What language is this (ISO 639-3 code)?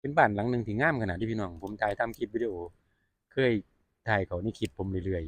lao